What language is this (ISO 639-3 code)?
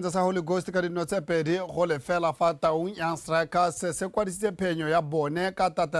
tsn